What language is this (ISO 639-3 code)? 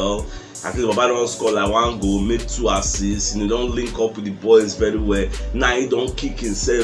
pcm